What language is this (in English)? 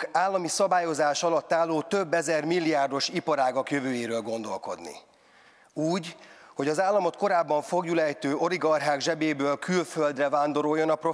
Hungarian